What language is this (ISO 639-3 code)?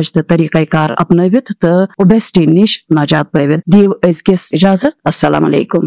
kas